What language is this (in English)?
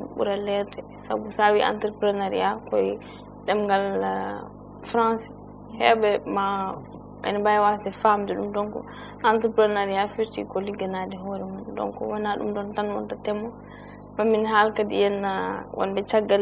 Fula